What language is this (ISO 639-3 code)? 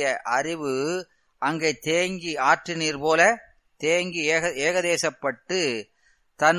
tam